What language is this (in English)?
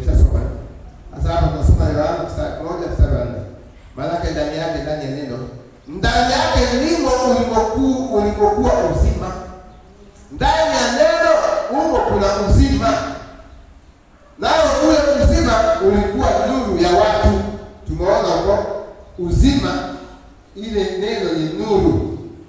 Swahili